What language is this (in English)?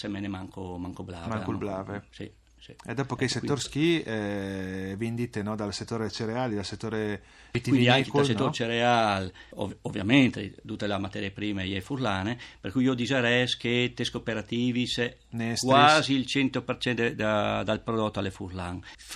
Friulian